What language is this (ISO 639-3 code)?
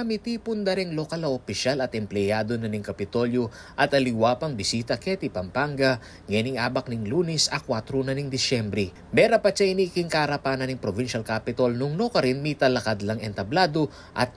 pam